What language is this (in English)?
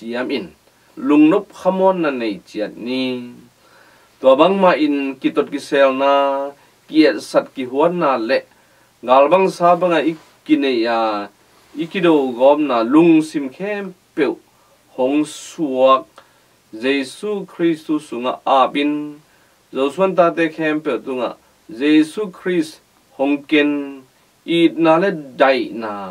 Tedim Chin